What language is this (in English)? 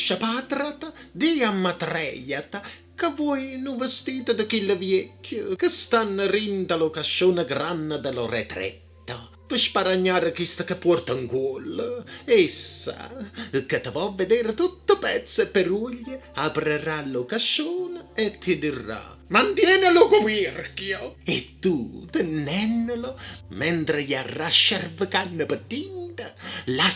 Neapolitan